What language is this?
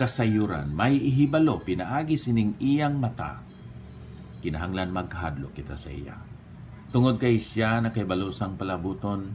Hiligaynon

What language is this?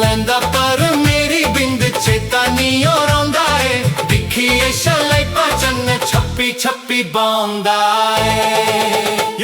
Dogri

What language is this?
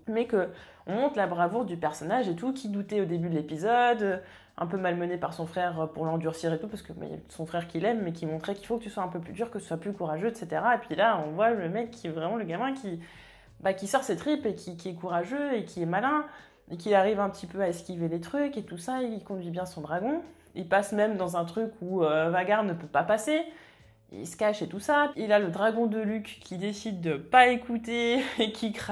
French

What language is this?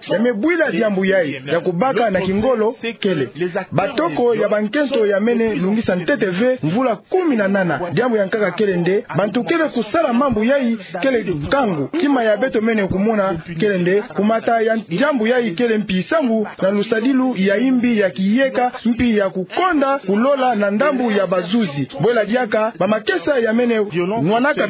Kituba (Democratic Republic of Congo)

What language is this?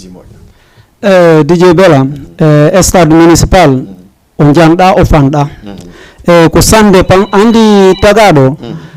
Fula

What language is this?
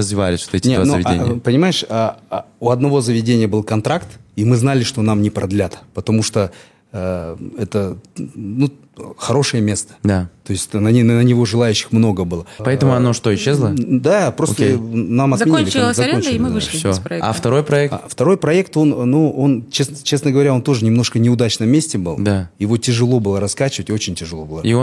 Russian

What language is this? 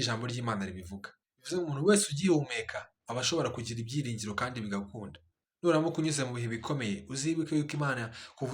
Kinyarwanda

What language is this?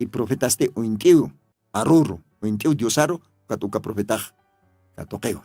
Aymara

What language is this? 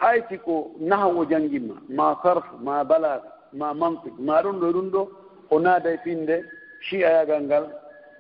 Fula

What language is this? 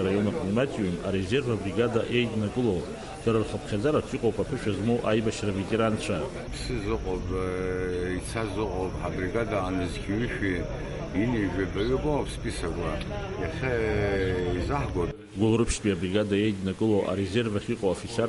Abkhazian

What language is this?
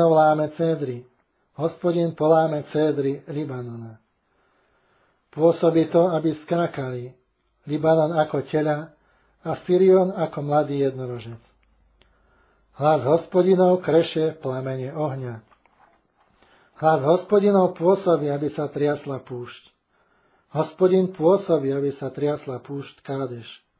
Slovak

